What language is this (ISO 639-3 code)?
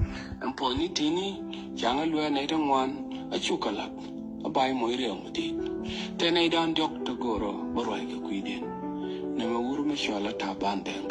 nus